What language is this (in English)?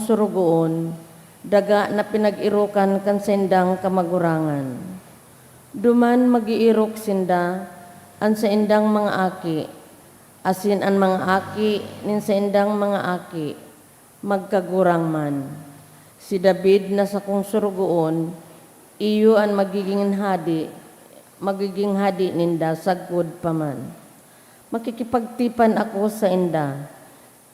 Bikol